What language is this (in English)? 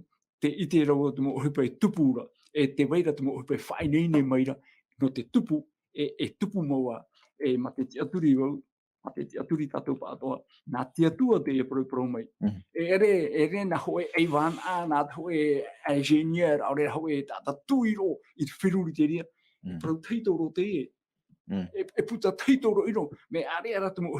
Tahitian